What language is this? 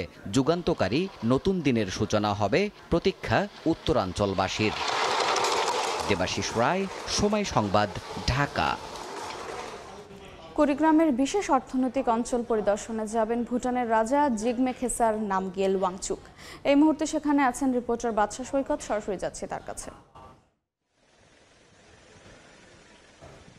Bangla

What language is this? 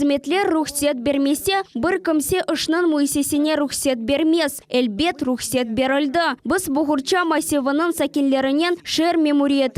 Crimean Tatar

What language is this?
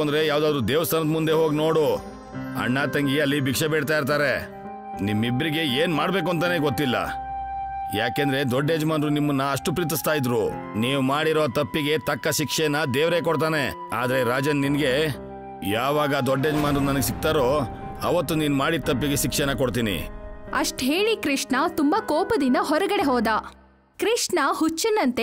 Kannada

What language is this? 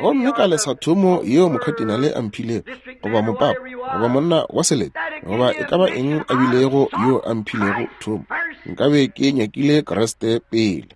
Northern Sotho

